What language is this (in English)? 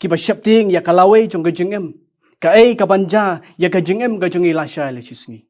Khasi